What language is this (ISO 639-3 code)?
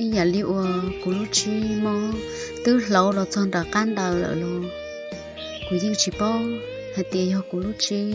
hmn